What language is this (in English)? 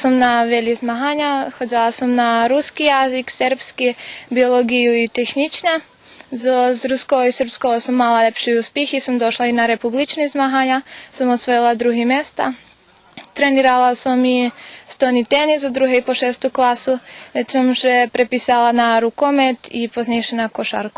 Rusyn